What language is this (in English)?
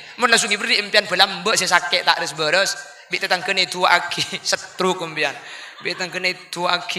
Madurese